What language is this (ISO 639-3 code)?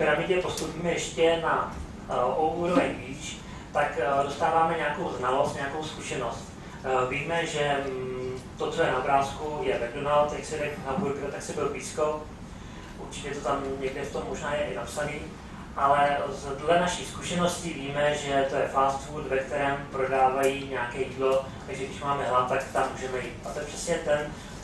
ces